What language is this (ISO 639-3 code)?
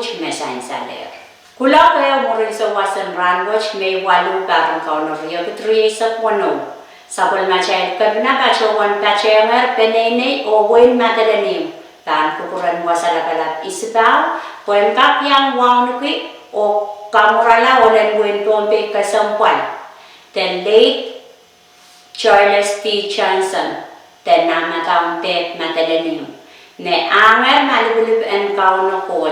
pon